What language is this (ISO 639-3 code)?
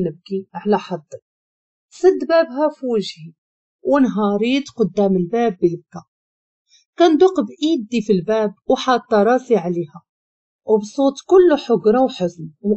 ary